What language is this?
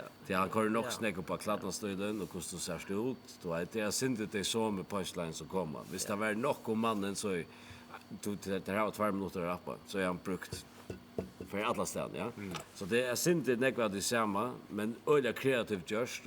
Faroese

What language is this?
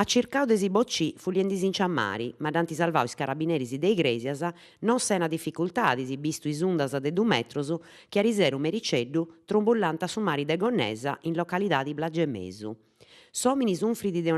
Sardinian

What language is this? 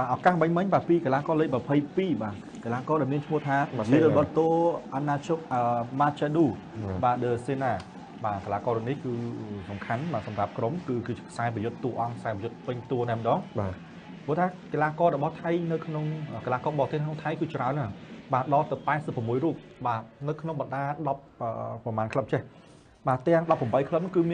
Khmer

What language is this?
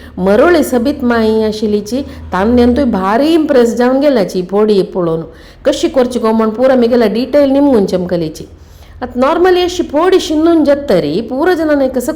Konkani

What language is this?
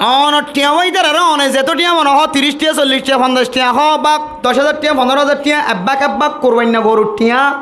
Rohingya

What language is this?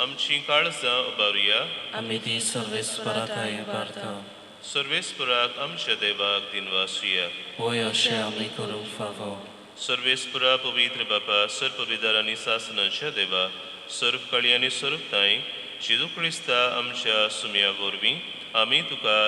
Konkani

